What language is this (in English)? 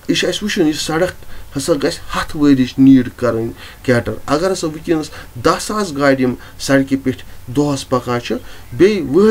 Kashmiri